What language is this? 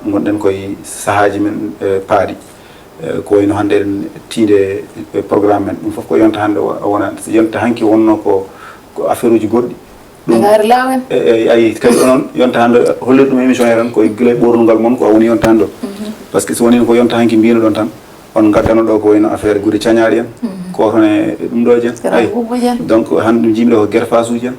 Fula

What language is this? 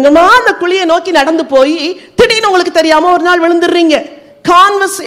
Tamil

